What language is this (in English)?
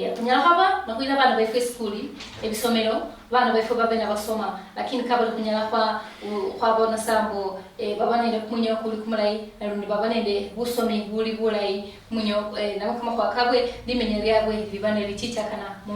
Luyia